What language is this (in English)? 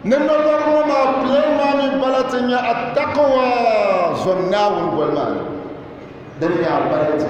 Dagbani